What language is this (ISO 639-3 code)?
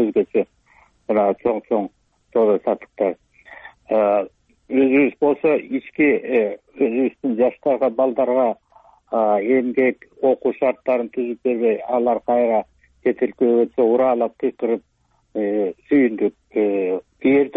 kir